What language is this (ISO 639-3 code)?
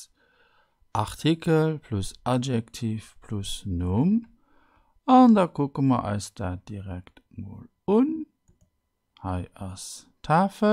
ltz